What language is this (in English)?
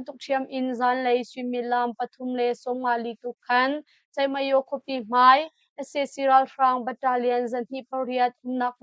Hakha Chin